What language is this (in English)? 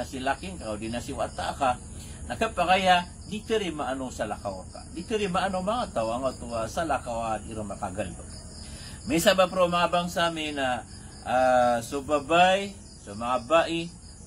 Maranao